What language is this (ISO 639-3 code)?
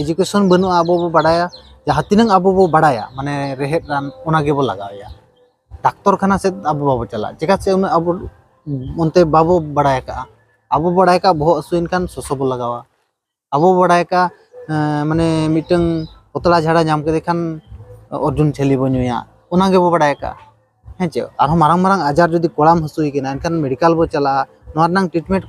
sat